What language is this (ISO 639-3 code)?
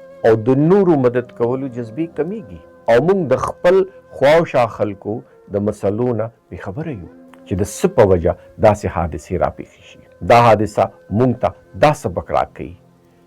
pus